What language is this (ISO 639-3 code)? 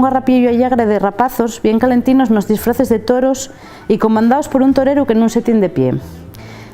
ast